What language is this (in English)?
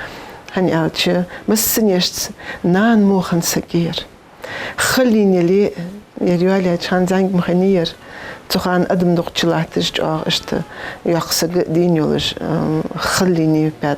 Ingush